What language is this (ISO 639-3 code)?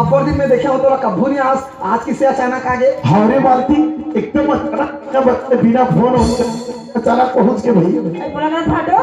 hne